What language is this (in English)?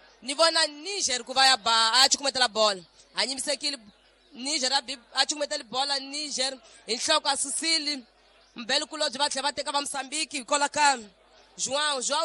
Tsonga